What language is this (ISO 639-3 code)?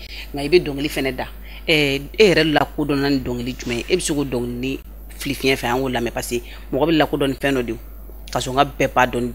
bam